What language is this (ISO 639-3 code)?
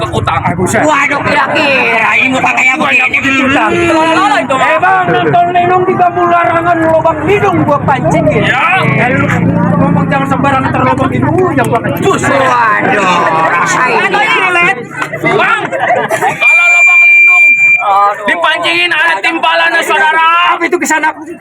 bew